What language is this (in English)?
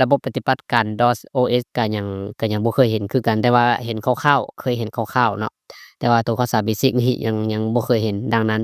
Lao